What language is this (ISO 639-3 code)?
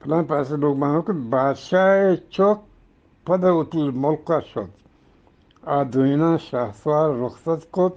bgp